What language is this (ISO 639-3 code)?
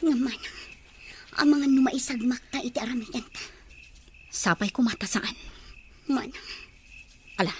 ilo